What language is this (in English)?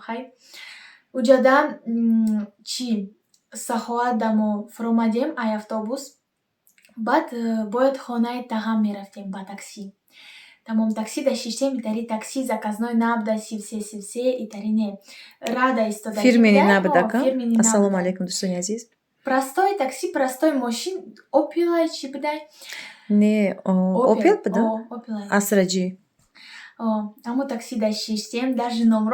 Tajik